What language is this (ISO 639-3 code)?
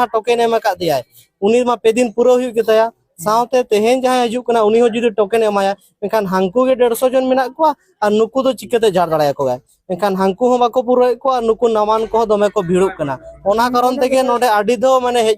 sat